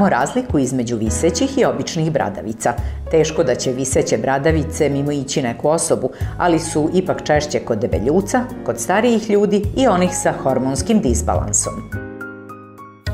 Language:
Serbian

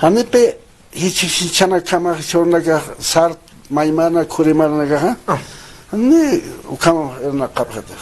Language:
Aymara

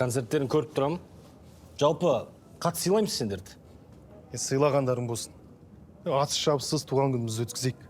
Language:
Kazakh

